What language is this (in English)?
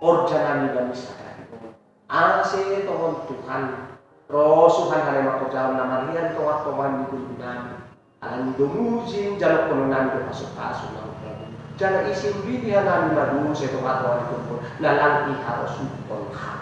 Batak Simalungun